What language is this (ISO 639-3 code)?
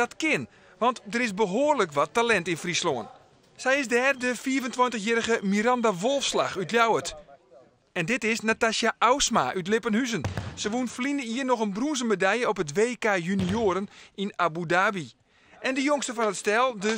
fry